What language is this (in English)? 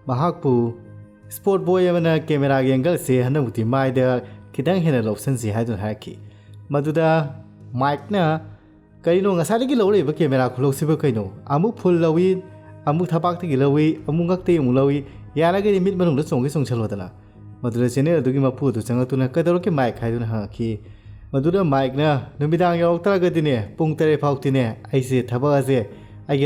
Manipuri